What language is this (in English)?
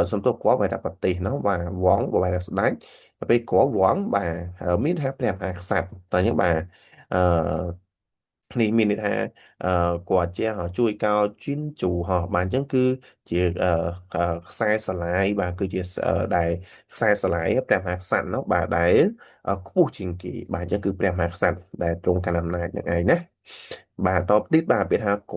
Khmer